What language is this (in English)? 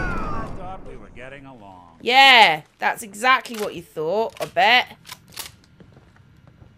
English